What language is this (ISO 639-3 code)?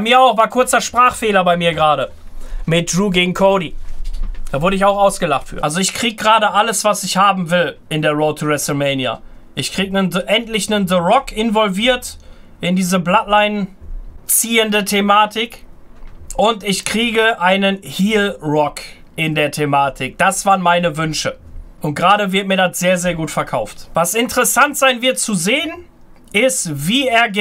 deu